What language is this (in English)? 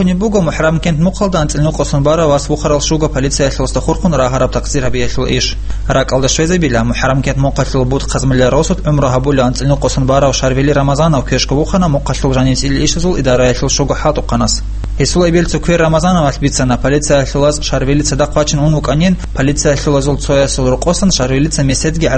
Avaric